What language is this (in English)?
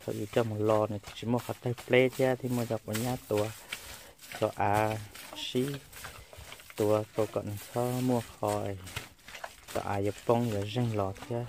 Hmong